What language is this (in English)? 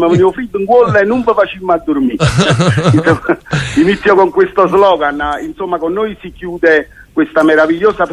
Neapolitan